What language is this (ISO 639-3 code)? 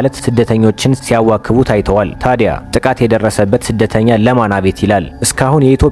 amh